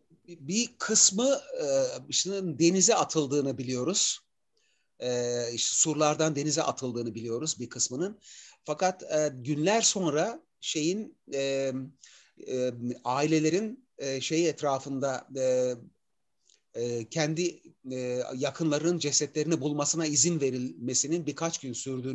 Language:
Turkish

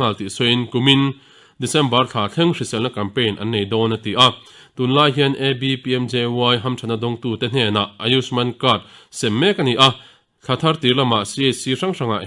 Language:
Mizo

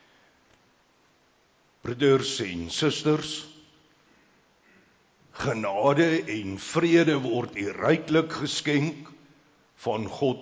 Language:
Afrikaans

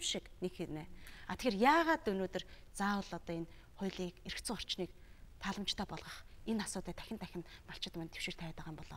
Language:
Mongolian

